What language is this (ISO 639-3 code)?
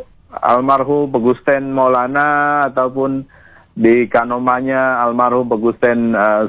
ind